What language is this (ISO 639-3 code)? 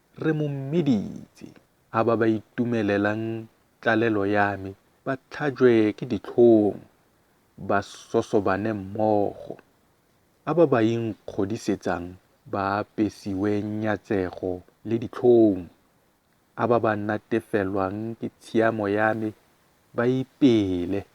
tsn